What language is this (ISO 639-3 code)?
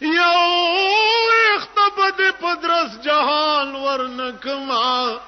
pus